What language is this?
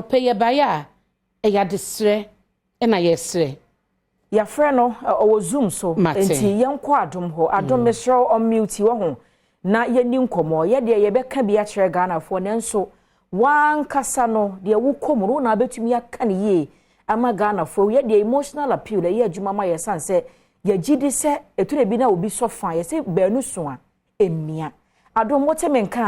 Akan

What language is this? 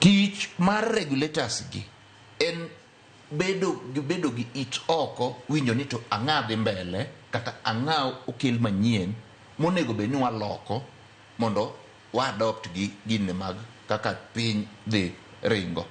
Luo (Kenya and Tanzania)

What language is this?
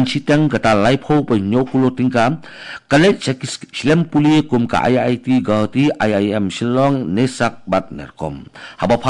Khasi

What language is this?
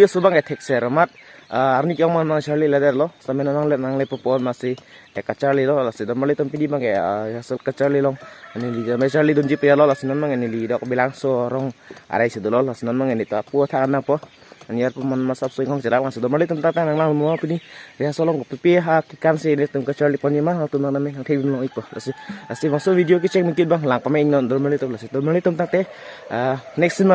Karbi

